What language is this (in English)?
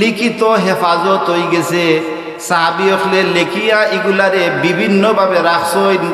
Sylheti